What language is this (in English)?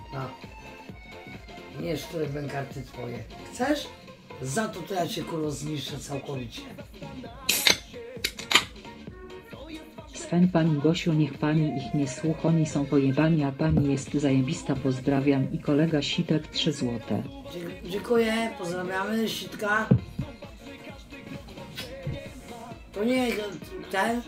Polish